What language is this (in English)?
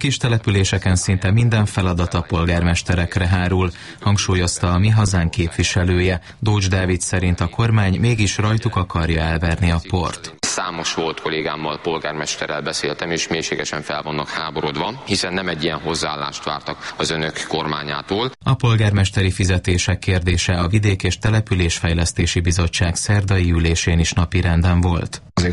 Hungarian